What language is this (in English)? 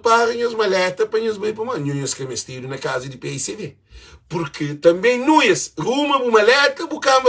Kabuverdianu